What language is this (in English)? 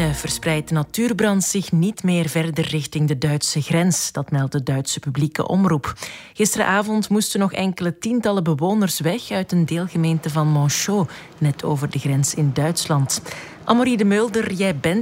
Dutch